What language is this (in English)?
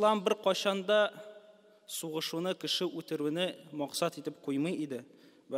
Tatar